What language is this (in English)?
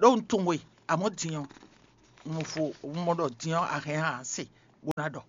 Fon